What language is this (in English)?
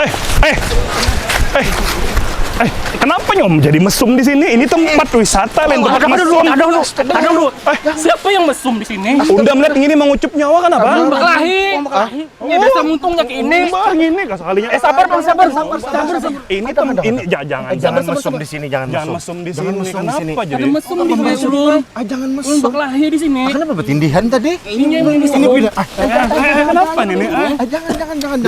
Banjar